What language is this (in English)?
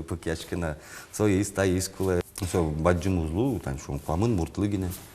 Udmurt